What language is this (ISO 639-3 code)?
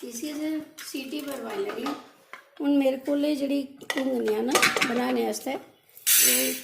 doi